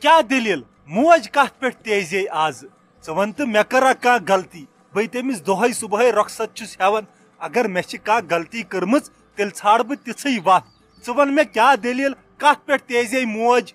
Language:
Kashmiri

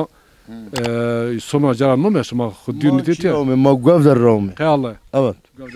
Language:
Zaza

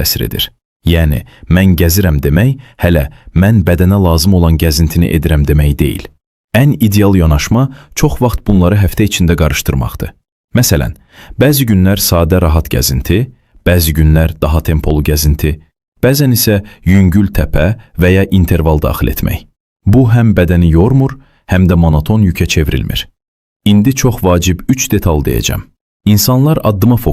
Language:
Azerbaijani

